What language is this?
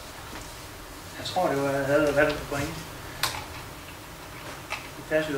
Danish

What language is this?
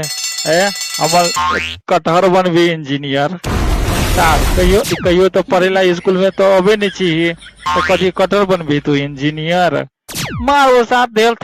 Maithili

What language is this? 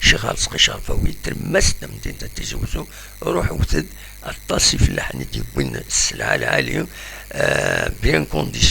Kabyle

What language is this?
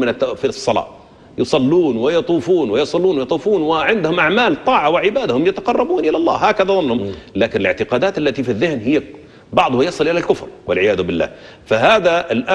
Arabic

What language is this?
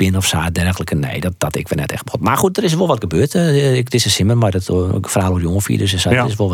Western Frisian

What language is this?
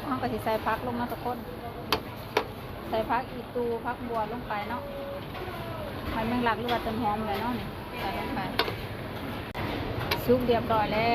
Lao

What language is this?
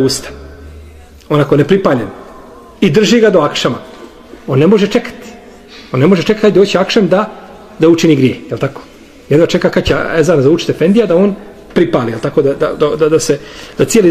Bosnian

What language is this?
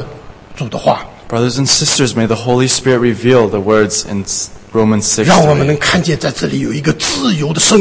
Chinese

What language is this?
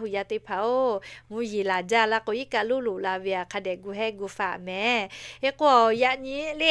Lahu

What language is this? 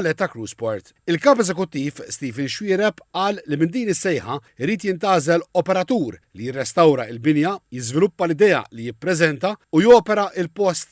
Maltese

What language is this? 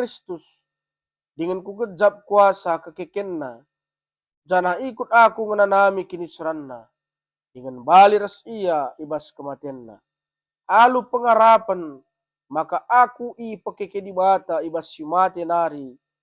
Batak Karo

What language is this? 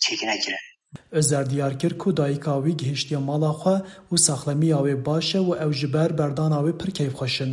Kurdish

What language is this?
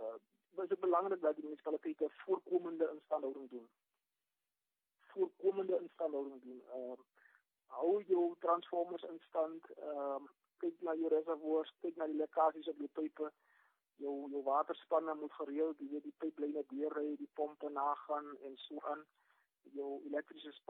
Afrikaans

